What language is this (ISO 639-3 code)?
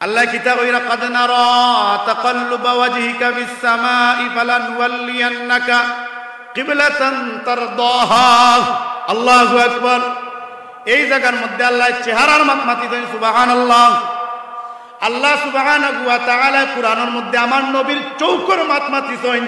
syl